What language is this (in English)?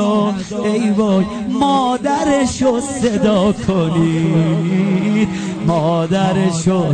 Persian